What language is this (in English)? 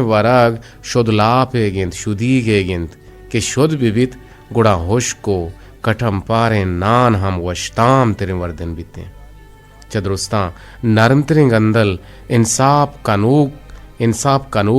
Eastern Balochi